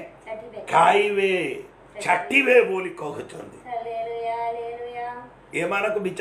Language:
Odia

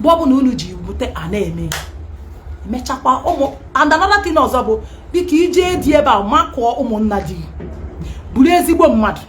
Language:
Igbo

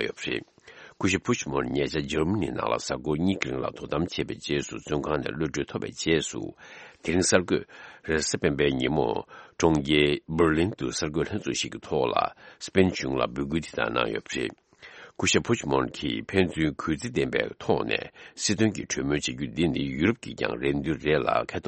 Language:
Tibetan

